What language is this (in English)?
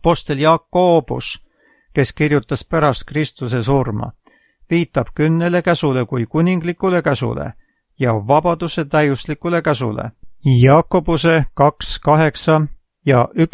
Estonian